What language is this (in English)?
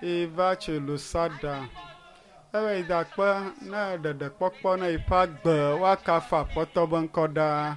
Ewe